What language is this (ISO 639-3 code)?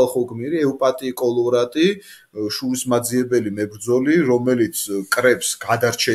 kat